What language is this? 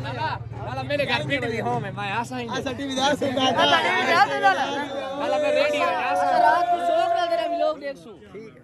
Saraiki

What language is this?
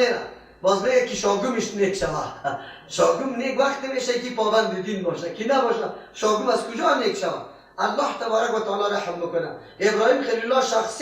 Persian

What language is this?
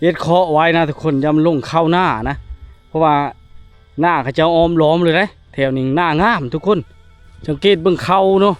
Lao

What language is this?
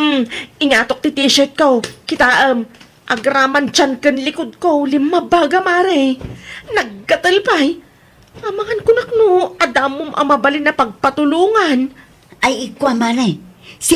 Iloko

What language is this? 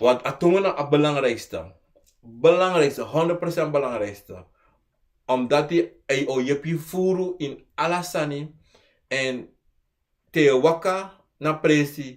Sranan Tongo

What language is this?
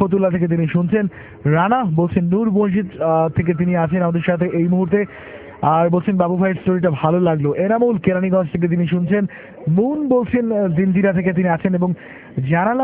Bangla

